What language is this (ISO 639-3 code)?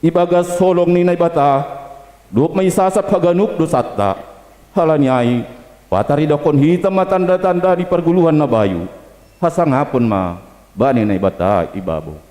bts